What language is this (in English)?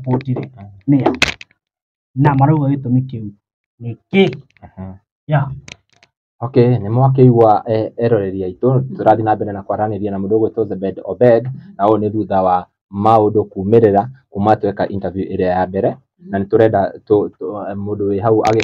Kikuyu